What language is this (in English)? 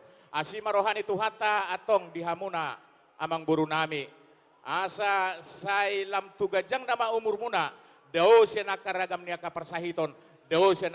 Batak Toba